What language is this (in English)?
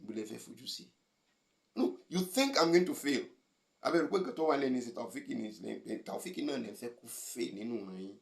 Yoruba